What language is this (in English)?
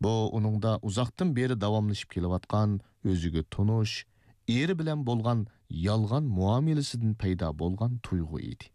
Uyghur